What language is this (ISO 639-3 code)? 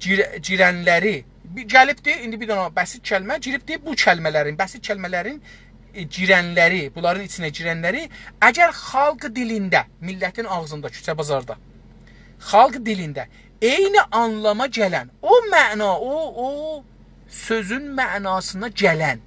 azb